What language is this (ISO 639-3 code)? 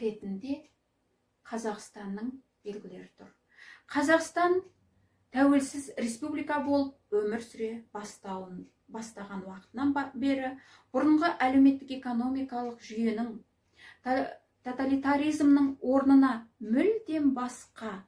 kaz